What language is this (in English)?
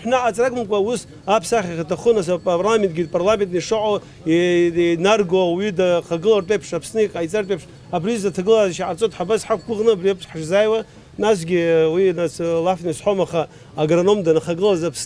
Abkhazian